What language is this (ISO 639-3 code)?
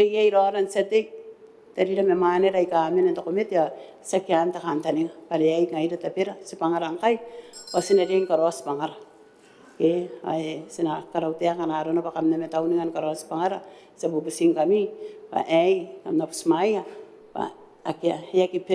gil